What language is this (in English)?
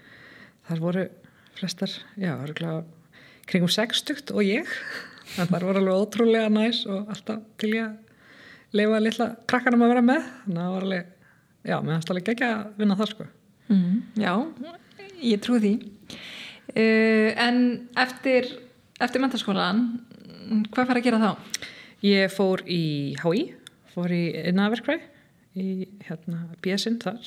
Icelandic